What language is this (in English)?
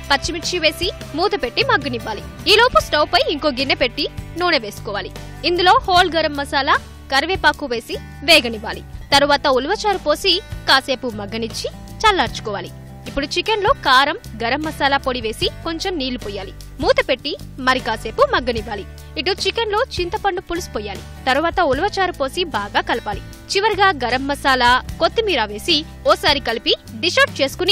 Telugu